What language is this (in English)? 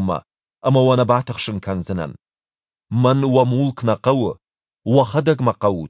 Ossetic